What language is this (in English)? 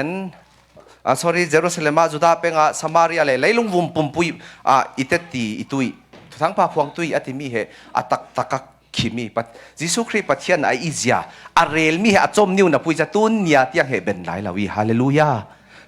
Falam Chin